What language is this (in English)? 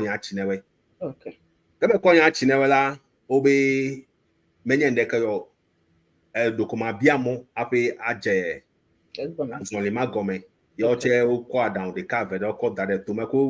Ewe